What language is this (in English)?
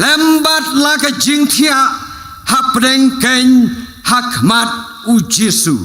Khasi